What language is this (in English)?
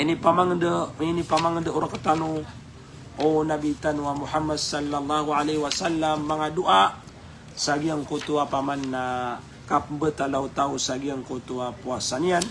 Maranao